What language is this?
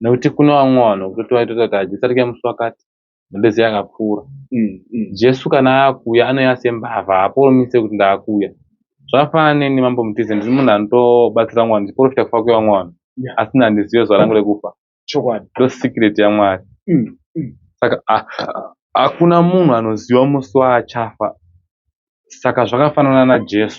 Shona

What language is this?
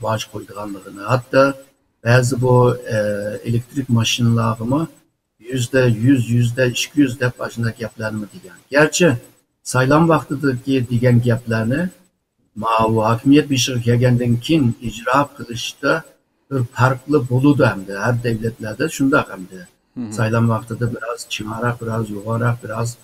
Uyghur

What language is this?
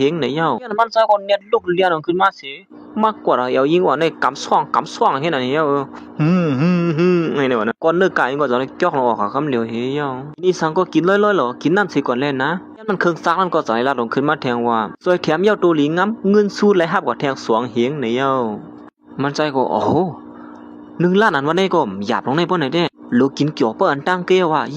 Shan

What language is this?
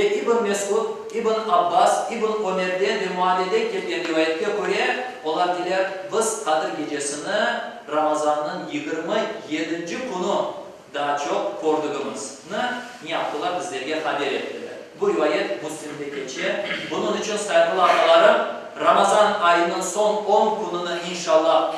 Crimean Tatar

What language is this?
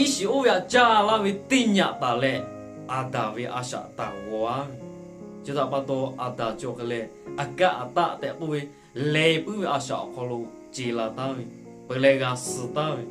Lahu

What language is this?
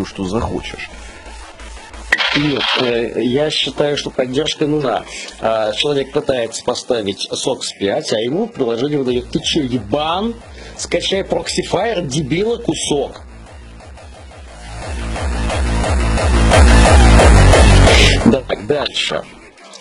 Russian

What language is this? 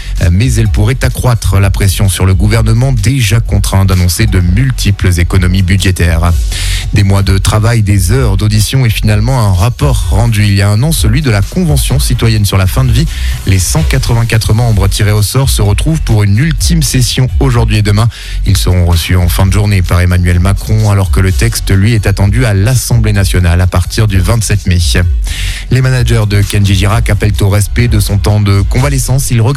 French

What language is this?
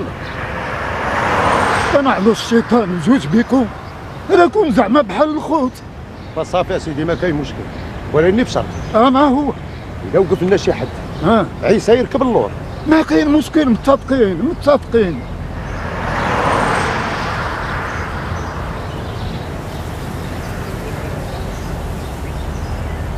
Moroccan Arabic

